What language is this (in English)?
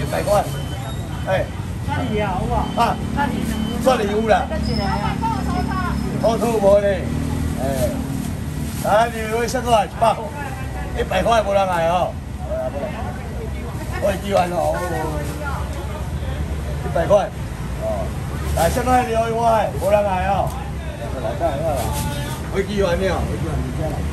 Min Nan Chinese